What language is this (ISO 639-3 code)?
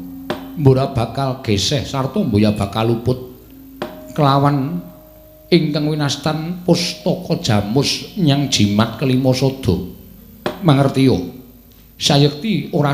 jav